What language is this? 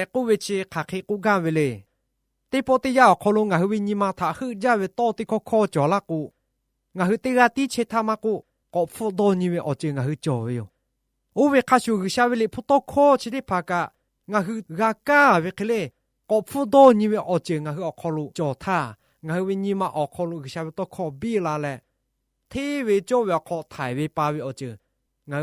Lahu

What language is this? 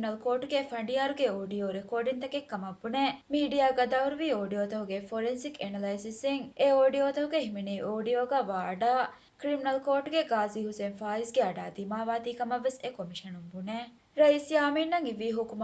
Divehi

